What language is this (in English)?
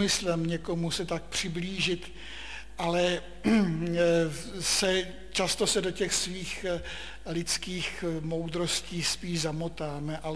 Czech